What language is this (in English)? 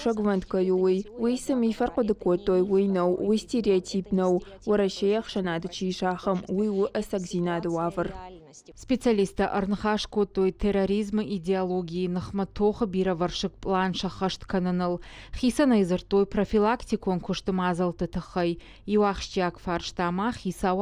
Ossetic